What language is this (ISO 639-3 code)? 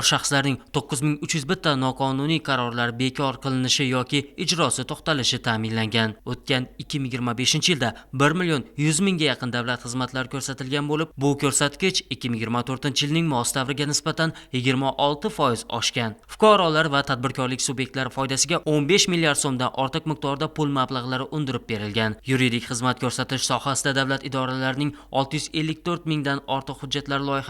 uzb